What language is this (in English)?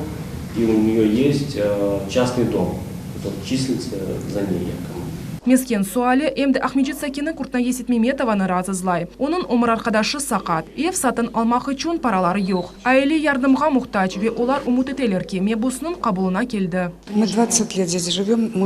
Crimean Tatar